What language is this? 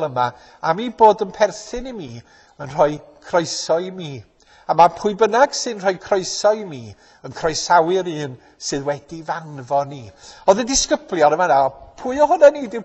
Welsh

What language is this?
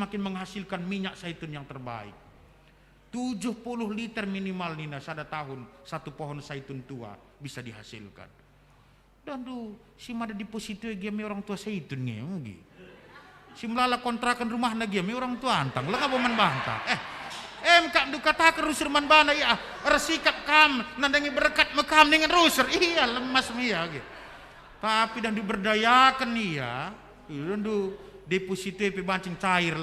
Batak Karo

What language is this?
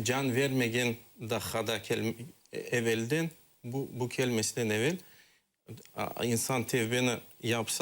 Crimean Tatar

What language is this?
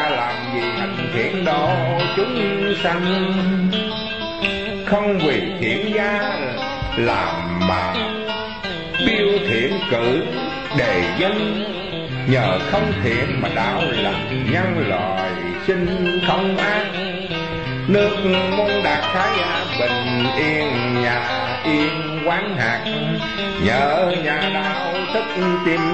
Vietnamese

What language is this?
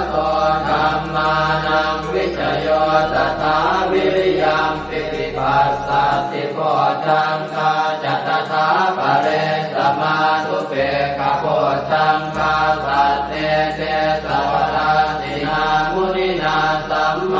Pali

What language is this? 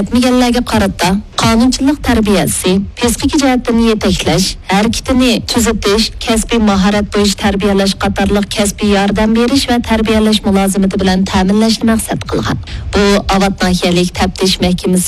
Uyghur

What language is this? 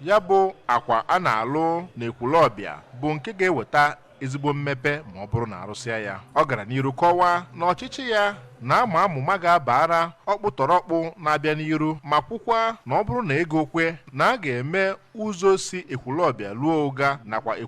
Igbo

